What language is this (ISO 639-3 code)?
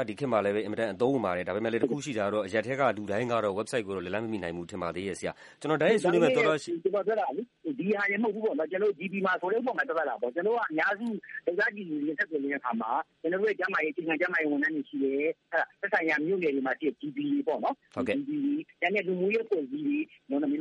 mya